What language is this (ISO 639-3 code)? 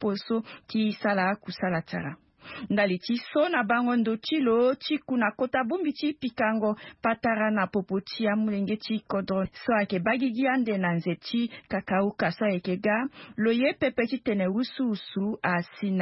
sag